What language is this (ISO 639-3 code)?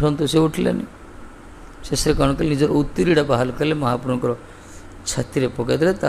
ori